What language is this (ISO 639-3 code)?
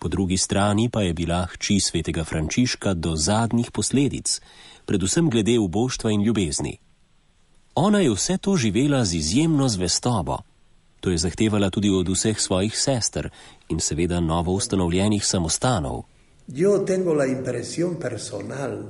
slv